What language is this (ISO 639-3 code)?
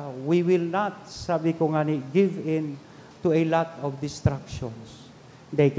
bik